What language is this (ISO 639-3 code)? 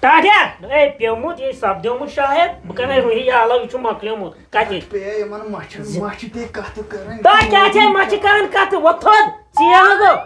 kas